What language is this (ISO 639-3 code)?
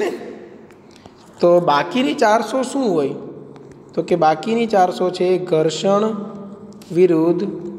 guj